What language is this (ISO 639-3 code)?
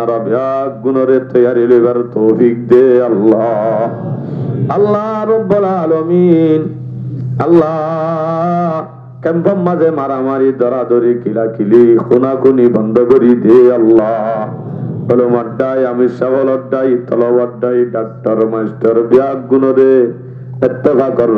rhg